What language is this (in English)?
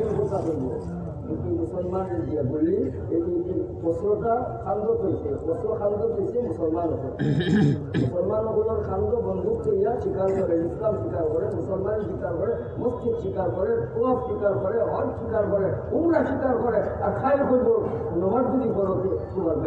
Sylheti